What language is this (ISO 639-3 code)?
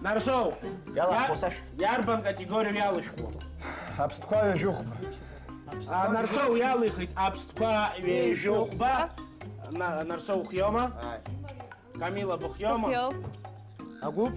abk